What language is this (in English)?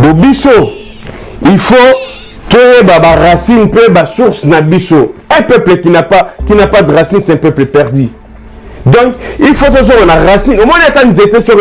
Lingala